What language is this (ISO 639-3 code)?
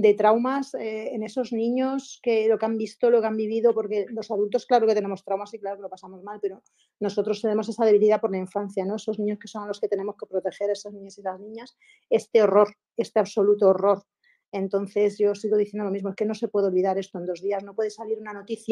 spa